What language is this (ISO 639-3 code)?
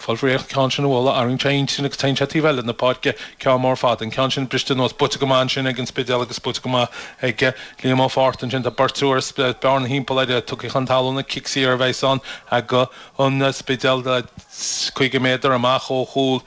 gle